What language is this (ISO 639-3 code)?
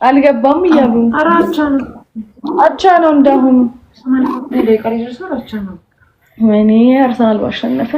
amh